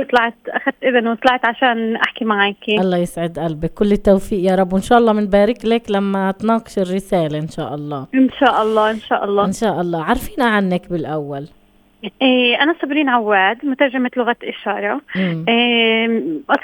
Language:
North Levantine Arabic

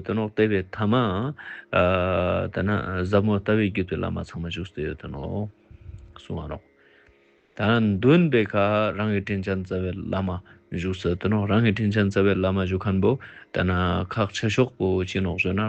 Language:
Ladakhi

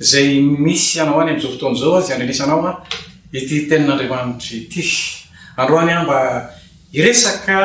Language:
Malagasy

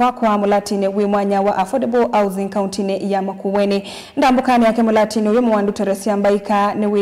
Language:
Kamba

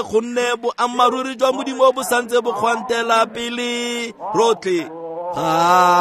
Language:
Tswana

